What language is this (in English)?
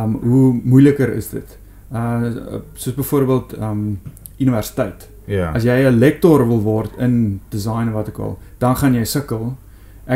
Afrikaans